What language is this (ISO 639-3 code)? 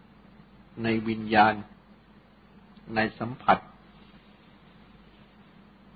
tha